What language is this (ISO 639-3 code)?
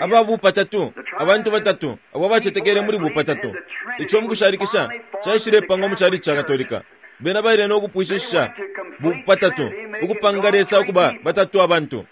bem